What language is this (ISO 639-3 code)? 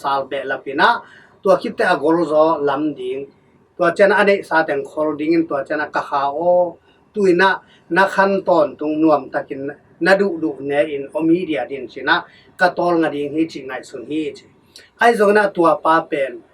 ctd